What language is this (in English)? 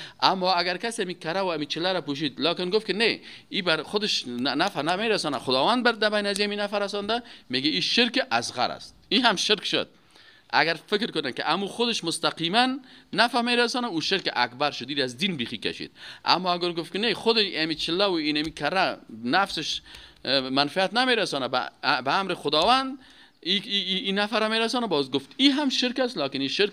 Persian